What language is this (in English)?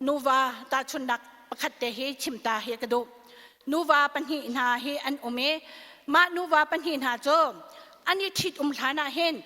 Hakha Chin